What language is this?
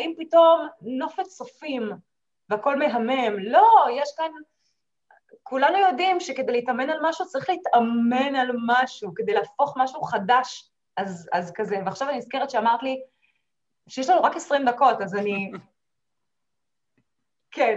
Hebrew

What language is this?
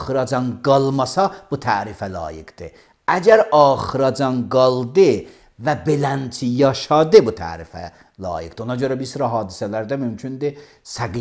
Azerbaijani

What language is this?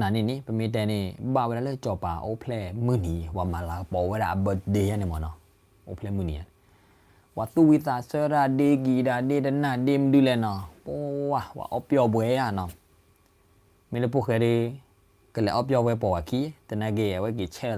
S'gaw Karen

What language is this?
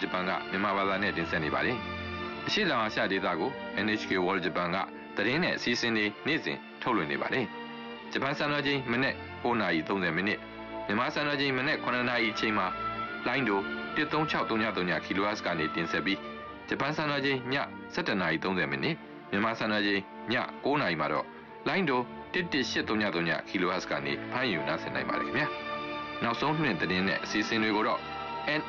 Burmese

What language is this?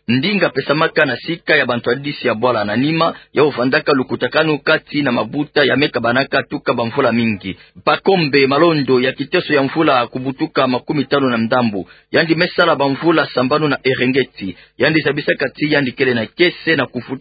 Kituba (Democratic Republic of Congo)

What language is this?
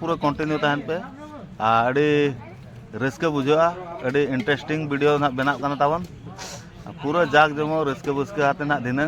Santali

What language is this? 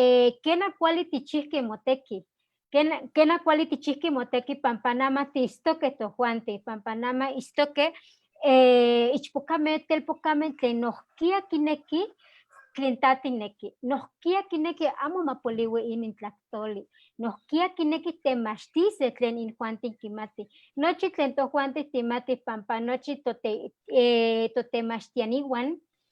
Eastern Huasteca Nahuatl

